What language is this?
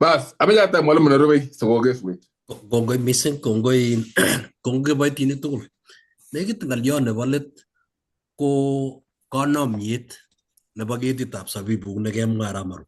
Kalenjin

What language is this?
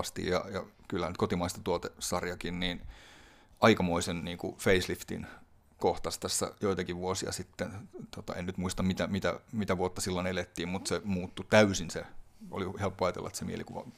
Finnish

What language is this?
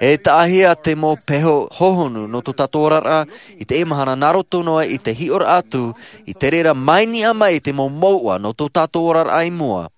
Tahitian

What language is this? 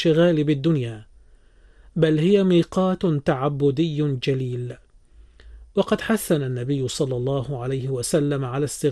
Arabic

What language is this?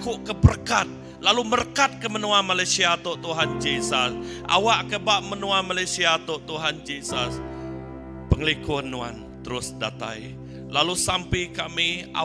Iban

